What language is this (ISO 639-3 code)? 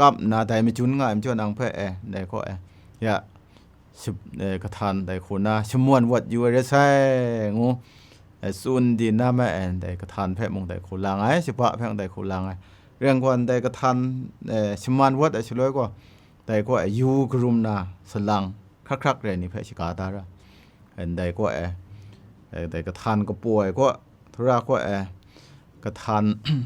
kac